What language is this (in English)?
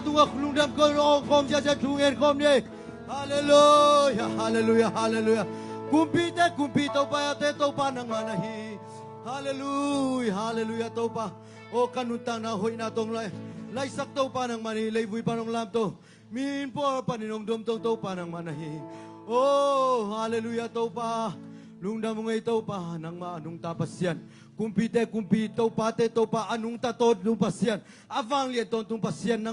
Tedim Chin